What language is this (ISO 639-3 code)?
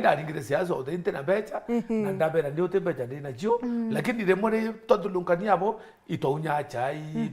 mer